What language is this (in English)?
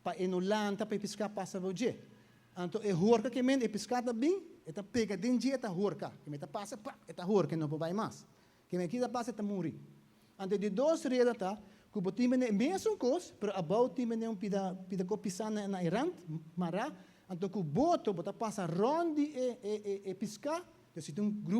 Papiamento